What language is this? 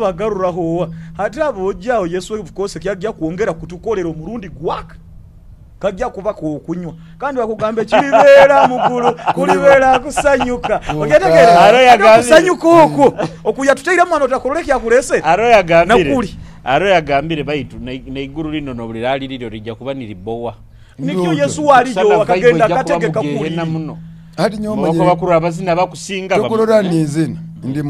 Nyoro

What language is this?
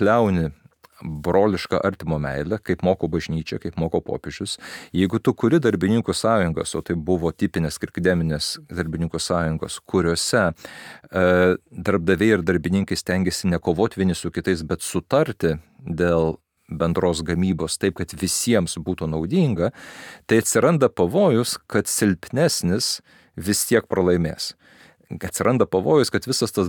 Lithuanian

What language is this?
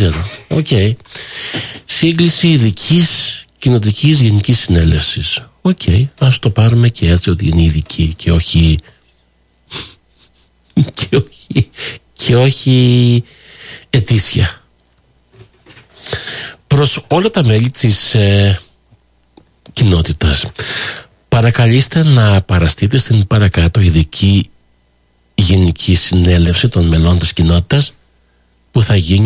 Greek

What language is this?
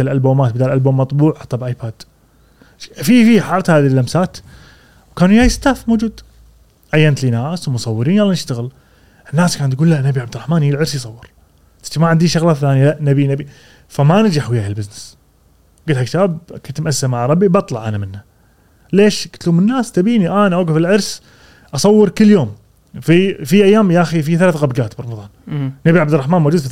Gulf Arabic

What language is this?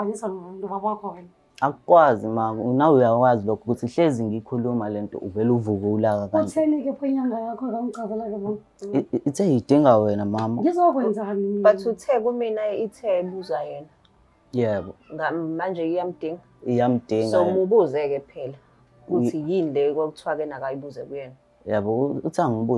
Zulu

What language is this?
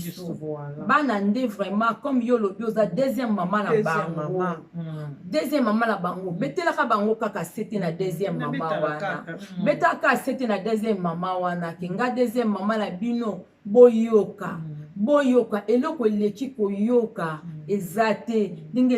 Lingala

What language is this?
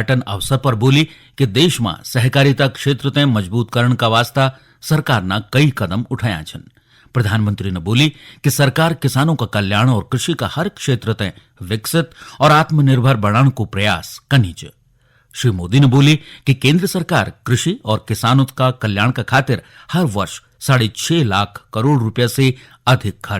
Garhwali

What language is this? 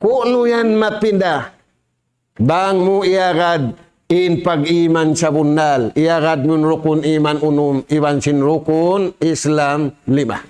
Tausug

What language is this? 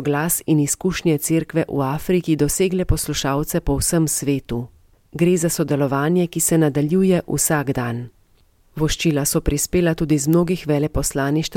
Slovenian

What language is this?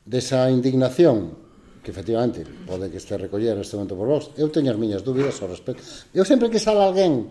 Galician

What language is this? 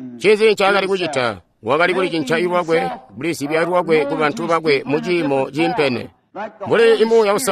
Tonga (Zambia)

